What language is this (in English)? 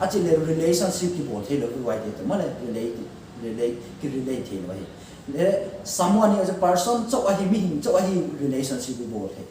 Paite Chin